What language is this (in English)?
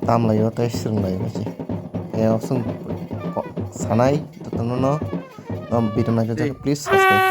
Kok Borok